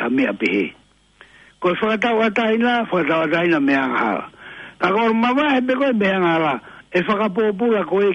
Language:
Tongan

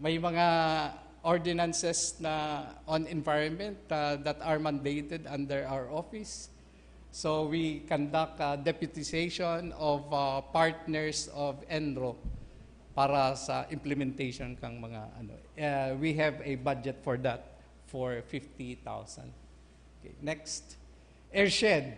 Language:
Bikol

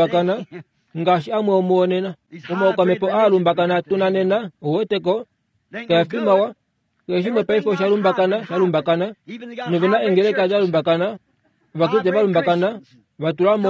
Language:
Kuanyama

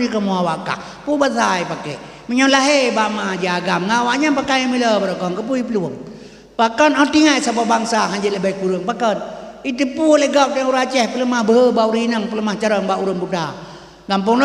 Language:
Achinese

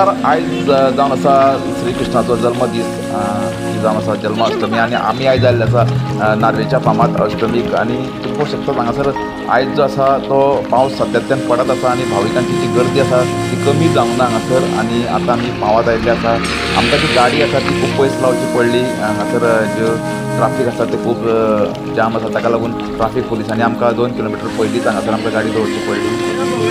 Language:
Konkani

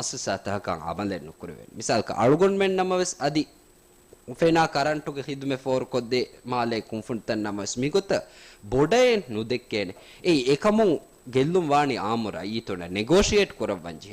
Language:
Divehi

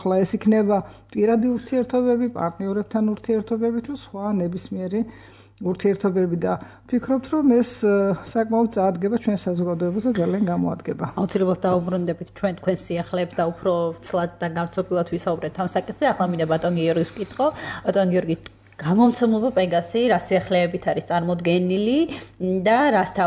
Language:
Georgian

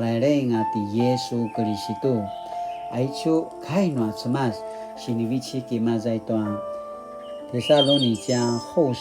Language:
Paiwan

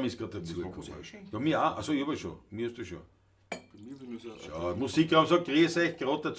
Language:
Bavarian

